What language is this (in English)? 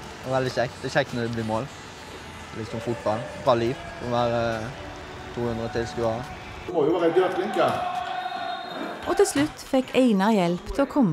Norwegian